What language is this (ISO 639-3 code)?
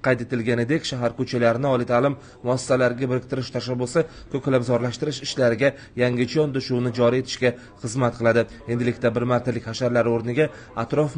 uzb